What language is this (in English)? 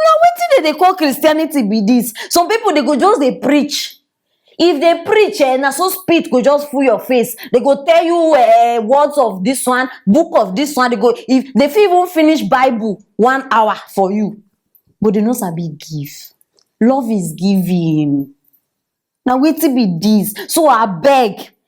Nigerian Pidgin